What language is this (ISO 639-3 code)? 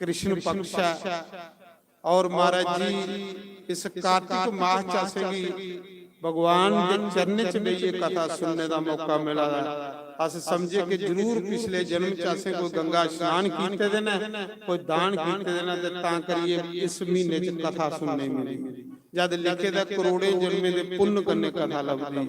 doi